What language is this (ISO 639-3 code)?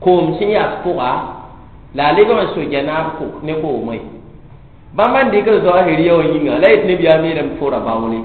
mos